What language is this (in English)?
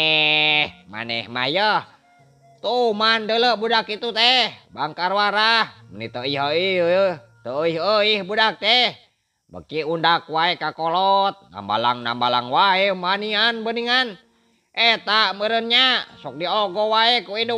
Sundanese